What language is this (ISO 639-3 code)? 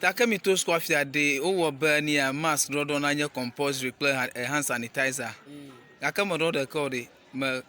ewe